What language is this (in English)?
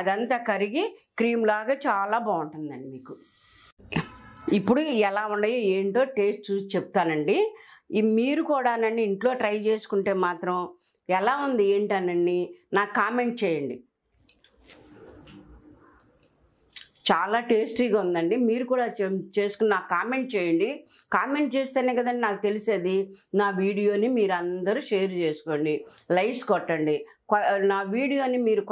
Telugu